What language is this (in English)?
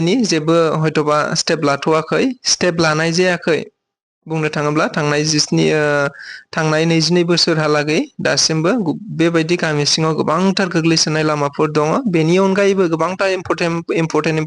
Bodo